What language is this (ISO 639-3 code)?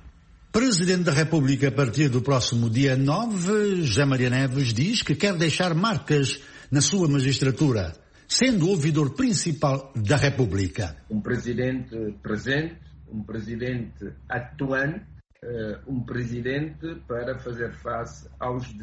por